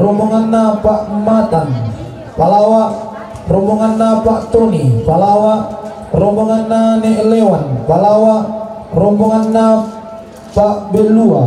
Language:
Toraja-Sa'dan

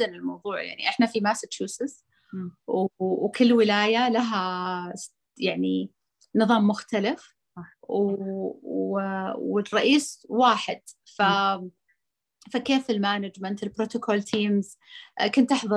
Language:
Arabic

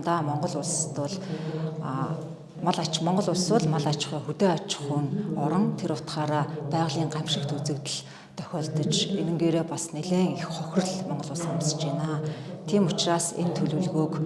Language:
Mongolian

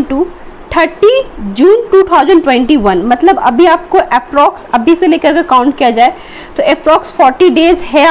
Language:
Hindi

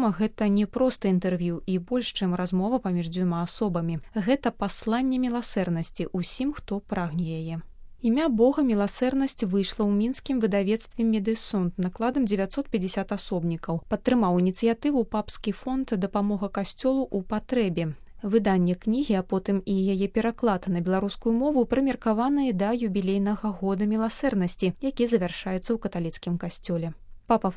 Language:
Belarusian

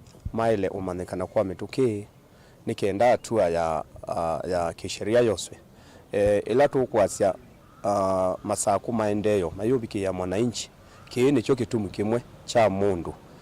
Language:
Kamba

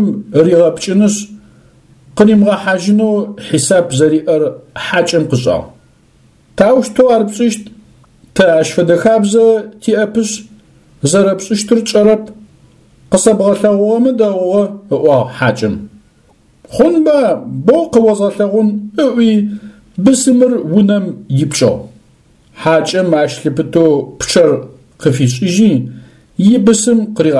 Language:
Adyghe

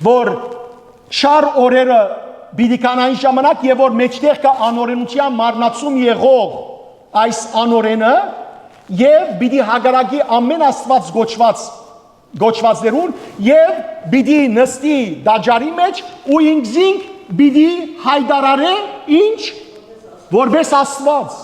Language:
Western Armenian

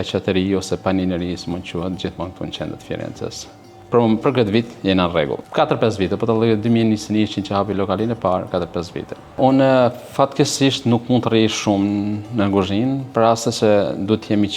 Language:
Albanian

